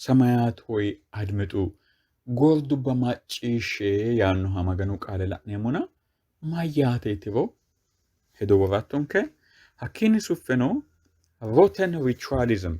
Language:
Sidamo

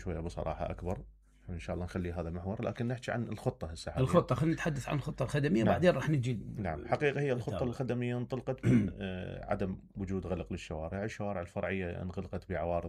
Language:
Mesopotamian Arabic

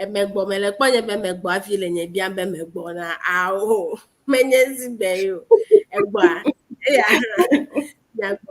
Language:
Ewe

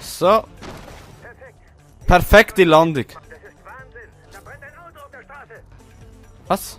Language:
Swiss German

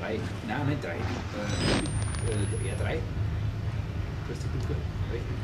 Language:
Bavarian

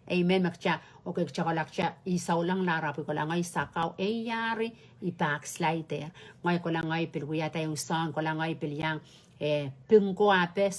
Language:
Pohnpeian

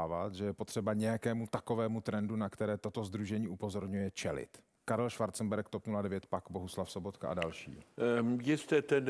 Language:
Czech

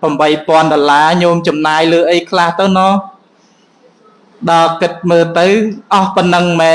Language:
Khmer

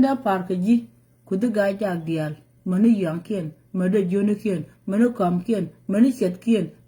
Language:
Nuer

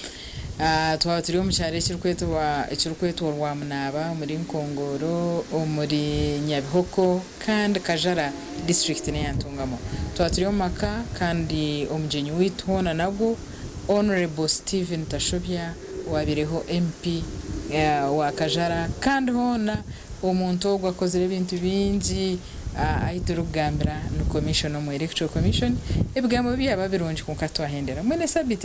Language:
Nyankole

